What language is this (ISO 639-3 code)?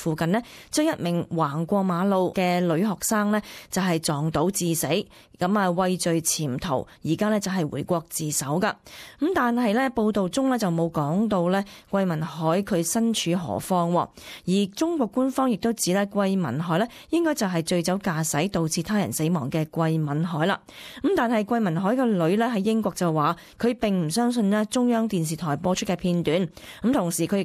yue